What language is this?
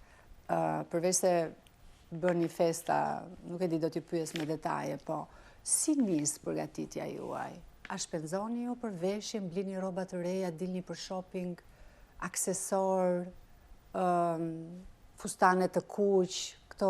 Albanian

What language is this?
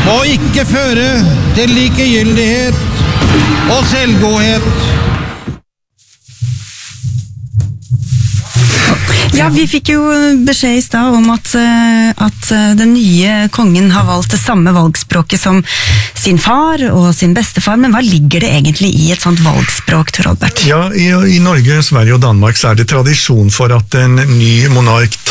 Norwegian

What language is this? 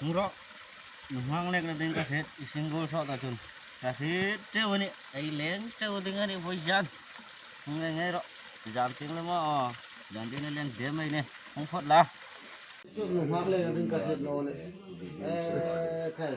Hmar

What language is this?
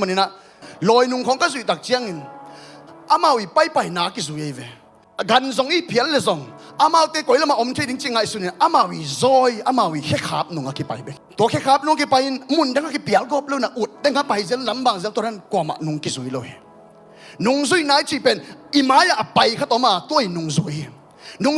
Tedim Chin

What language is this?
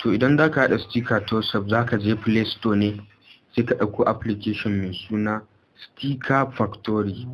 Hausa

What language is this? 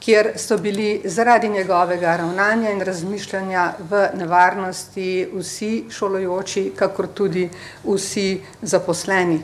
Slovenian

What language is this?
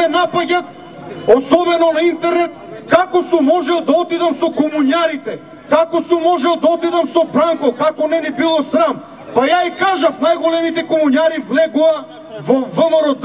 Macedonian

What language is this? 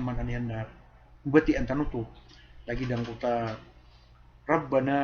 Maranao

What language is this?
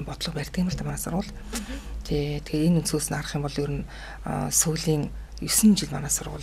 Mongolian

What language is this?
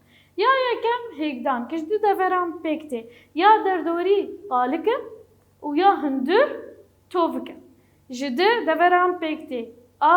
Kurdish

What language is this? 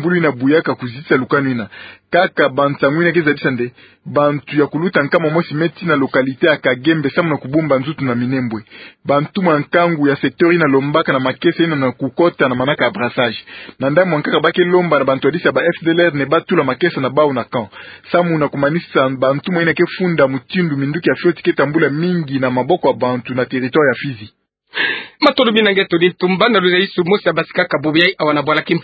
Kituba (Democratic Republic of Congo)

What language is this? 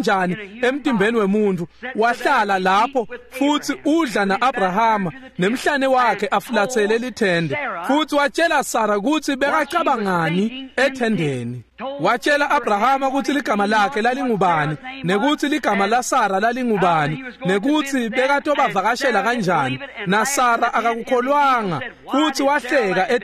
Swati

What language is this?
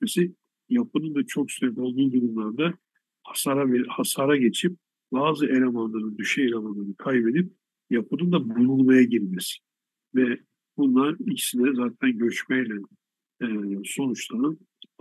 Turkish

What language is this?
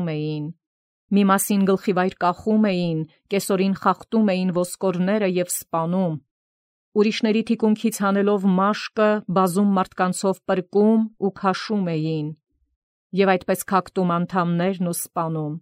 Armenian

